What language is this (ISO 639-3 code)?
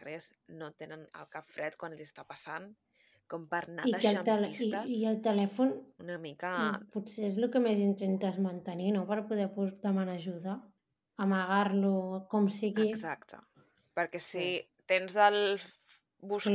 cat